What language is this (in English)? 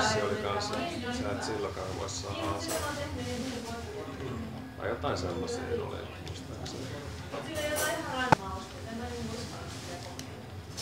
Finnish